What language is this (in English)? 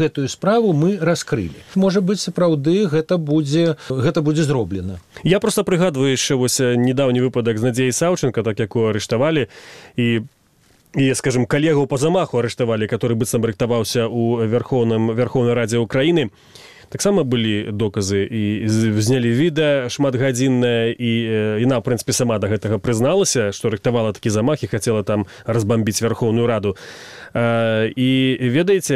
Belarusian